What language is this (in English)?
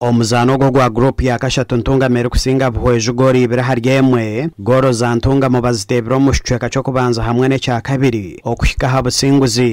Nyankole